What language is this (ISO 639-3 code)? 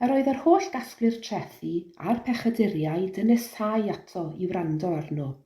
cym